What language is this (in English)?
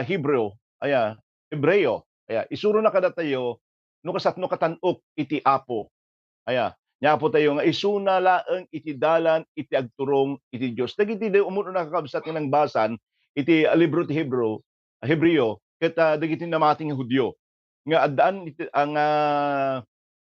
Iloko